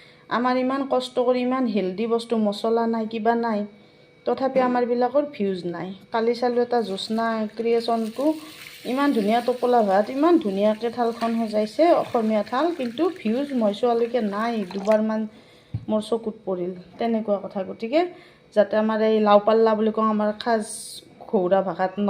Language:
Assamese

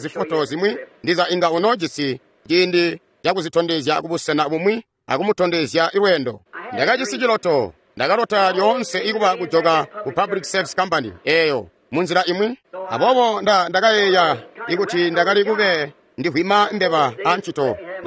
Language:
Tonga (Zambia)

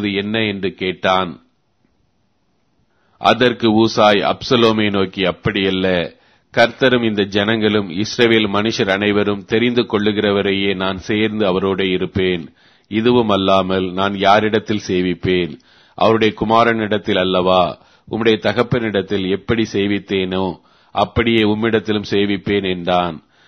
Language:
Tamil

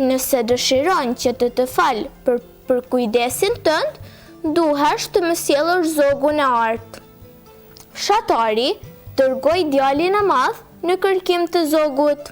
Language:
Albanian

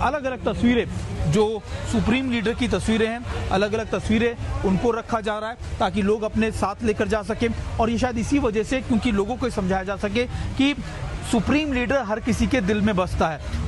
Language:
Hindi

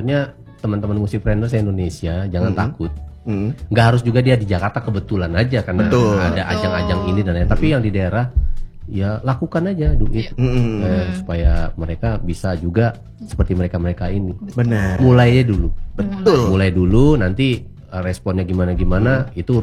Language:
Indonesian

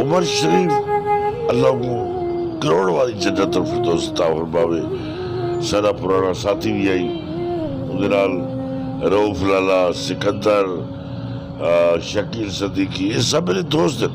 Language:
Saraiki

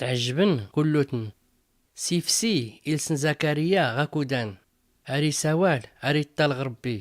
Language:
Tachelhit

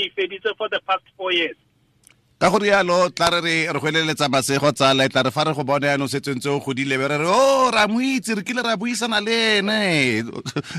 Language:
Tswana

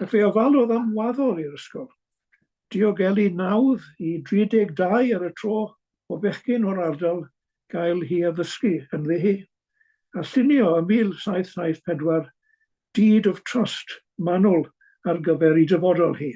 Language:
Welsh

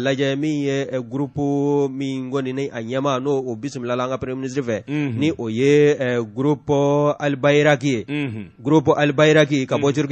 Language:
Bambara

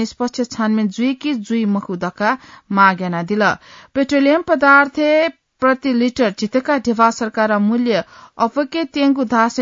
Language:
Newari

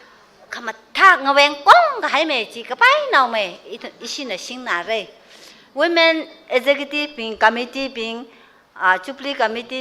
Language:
Tangkhul Naga (India)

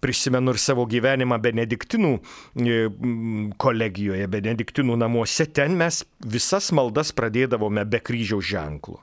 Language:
Lithuanian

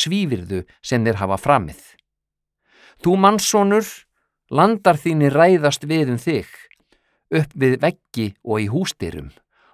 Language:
Icelandic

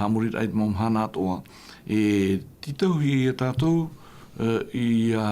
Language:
Tahitian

